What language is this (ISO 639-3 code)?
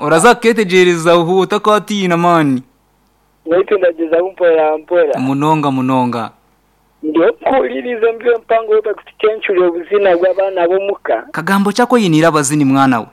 nyn